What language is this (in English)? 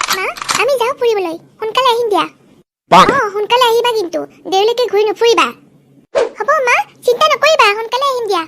Assamese